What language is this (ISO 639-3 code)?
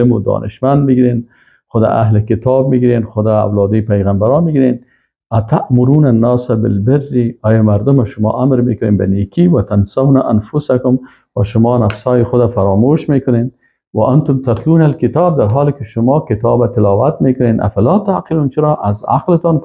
fas